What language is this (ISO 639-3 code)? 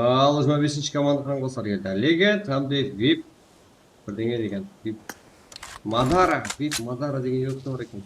kaa